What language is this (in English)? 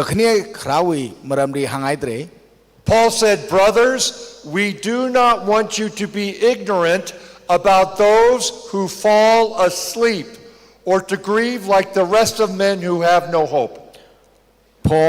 Tangkhul Naga (India)